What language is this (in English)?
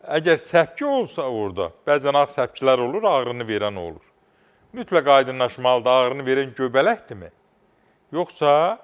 Azerbaijani